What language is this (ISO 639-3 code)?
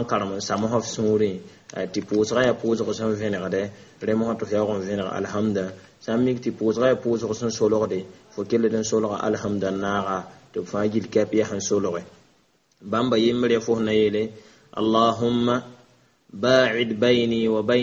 mos